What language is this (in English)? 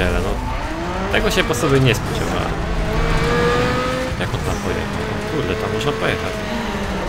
Polish